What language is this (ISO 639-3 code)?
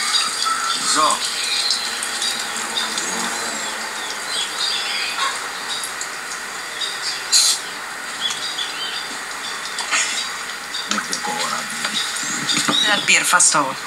nld